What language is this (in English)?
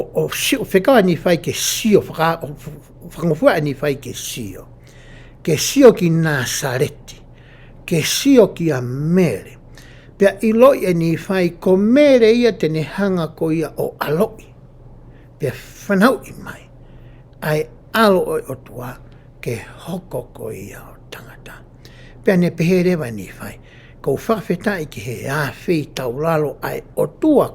Tongan